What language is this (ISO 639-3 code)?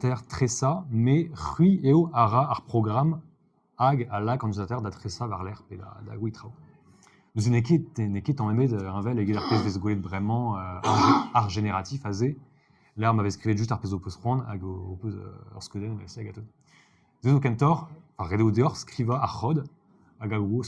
bre